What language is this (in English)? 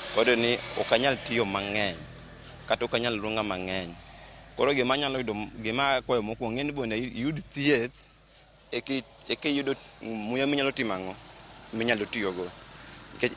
Luo (Kenya and Tanzania)